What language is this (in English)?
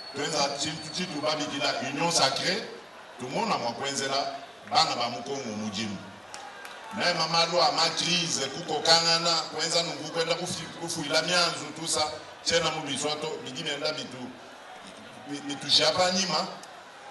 Luba-Lulua